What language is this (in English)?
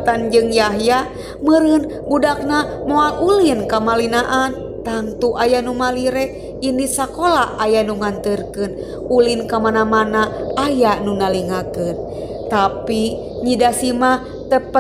Sundanese